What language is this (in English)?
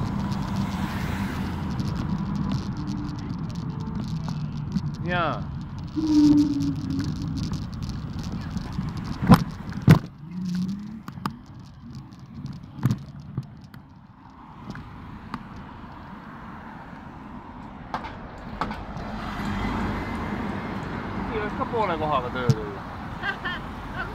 Estonian